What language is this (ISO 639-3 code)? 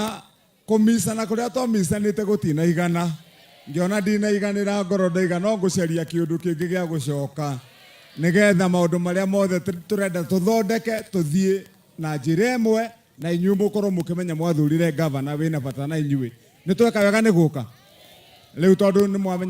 kik